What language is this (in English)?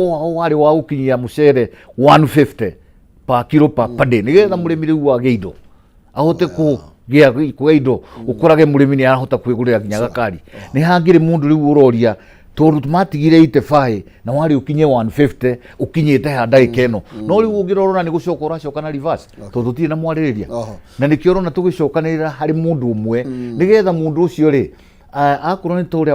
Kikuyu